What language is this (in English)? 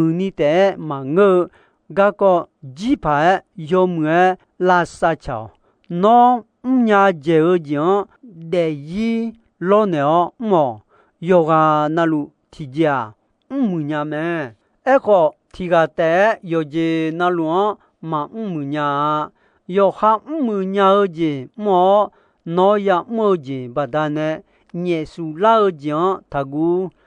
Akha